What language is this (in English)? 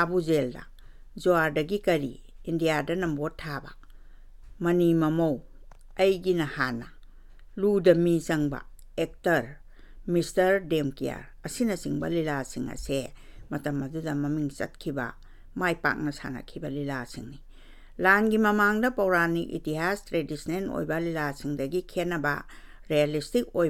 Manipuri